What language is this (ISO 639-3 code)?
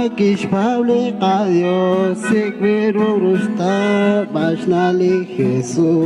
kek